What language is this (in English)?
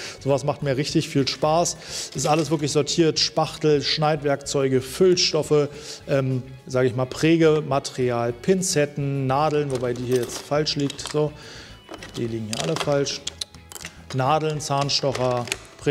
German